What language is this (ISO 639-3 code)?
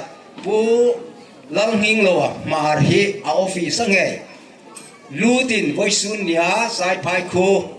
hmr